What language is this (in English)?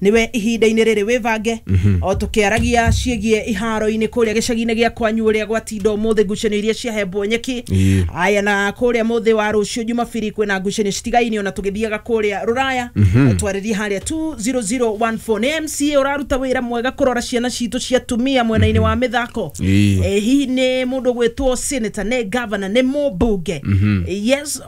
Kikuyu